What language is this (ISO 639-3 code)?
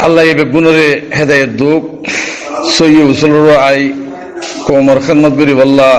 rhg